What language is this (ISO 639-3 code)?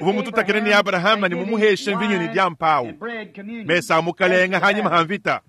lua